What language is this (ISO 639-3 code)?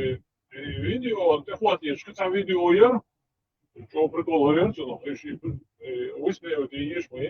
che